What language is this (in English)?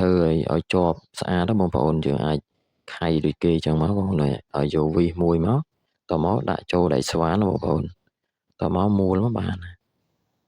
Khmer